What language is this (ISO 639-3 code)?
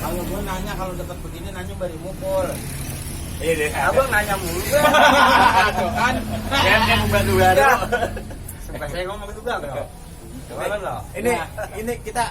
bew